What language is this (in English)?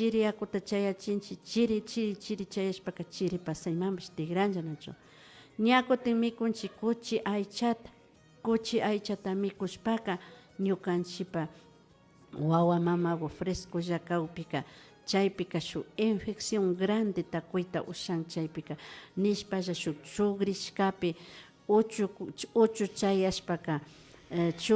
Imbabura Highland Quichua